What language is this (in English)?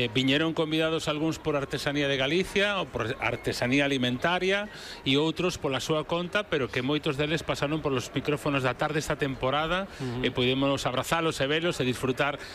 Galician